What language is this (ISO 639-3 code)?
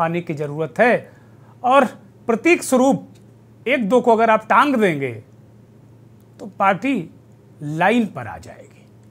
hin